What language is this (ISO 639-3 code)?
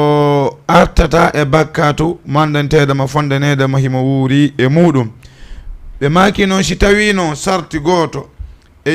ful